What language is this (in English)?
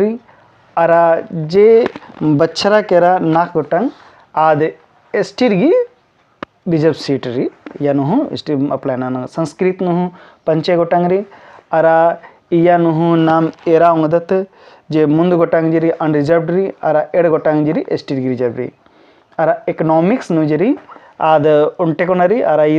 Kurukh